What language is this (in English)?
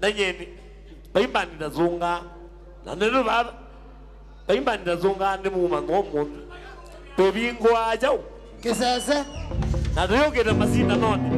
Kamba